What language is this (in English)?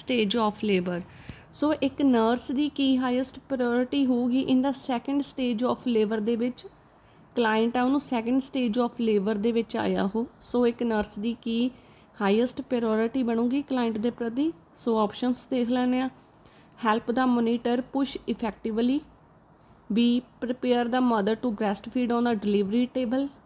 Punjabi